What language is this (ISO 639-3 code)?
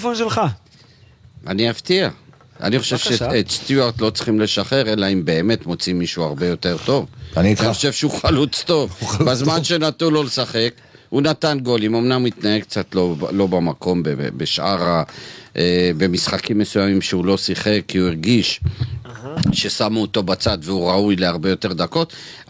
heb